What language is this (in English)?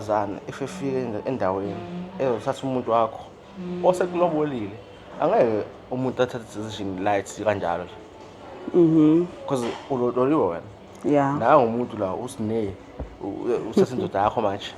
Zulu